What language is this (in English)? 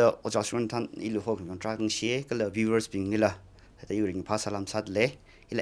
Tangkhul Naga (India)